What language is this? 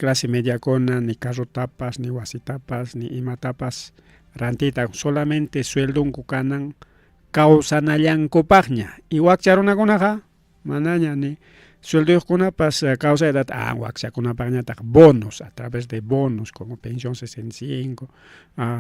Ayacucho Quechua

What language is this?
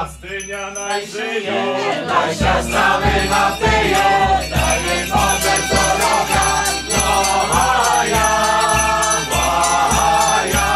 Rusyn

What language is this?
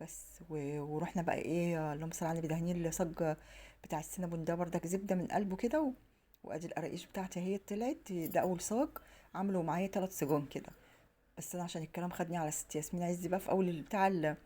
Egyptian Arabic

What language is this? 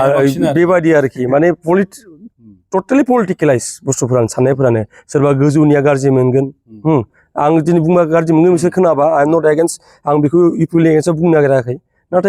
Bodo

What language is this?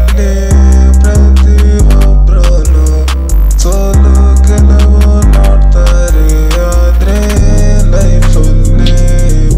Kannada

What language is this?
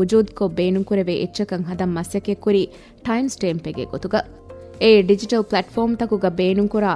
Divehi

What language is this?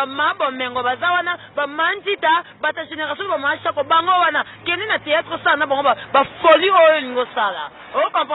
Lingala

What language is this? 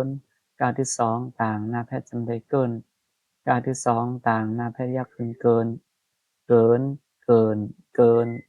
Shan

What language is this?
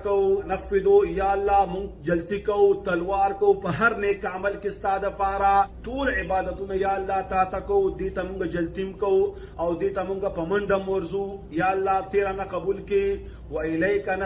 Pashto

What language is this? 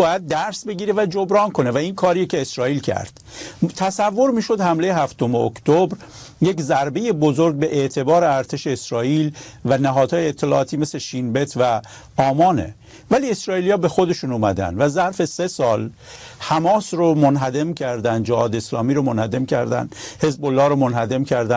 Persian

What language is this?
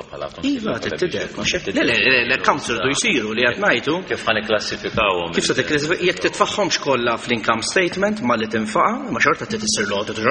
Maltese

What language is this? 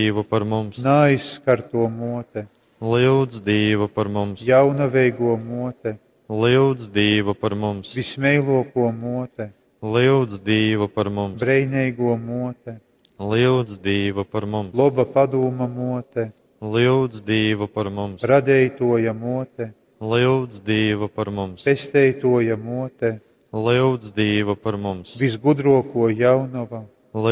Latgalian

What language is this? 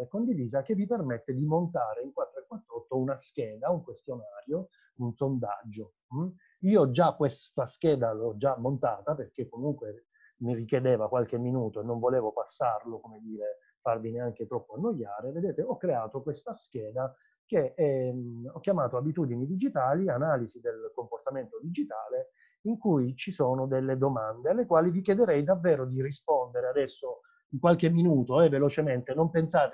Italian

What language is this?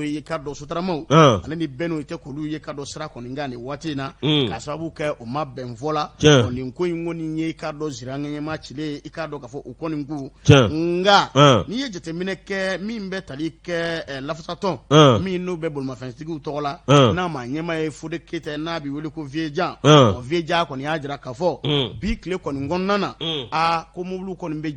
Bambara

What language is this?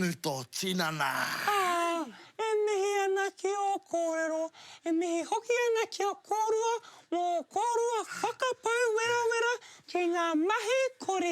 Māori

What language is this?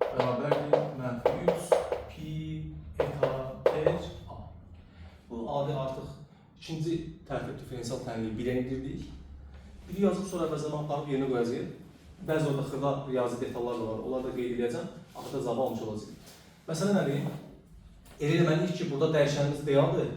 Azerbaijani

